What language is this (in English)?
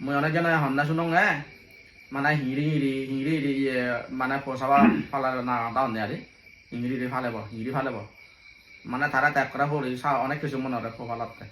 Chakma